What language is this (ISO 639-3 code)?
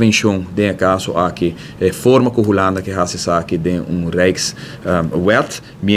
pap